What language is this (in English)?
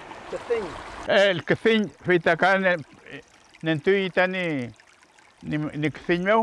Mapuche